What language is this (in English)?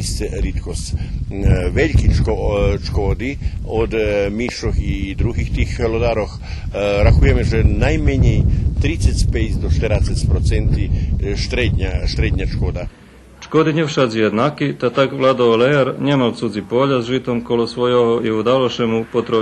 Rusyn